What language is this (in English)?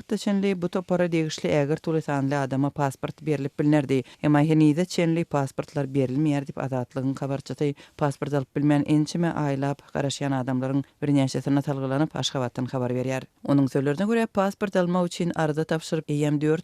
Turkmen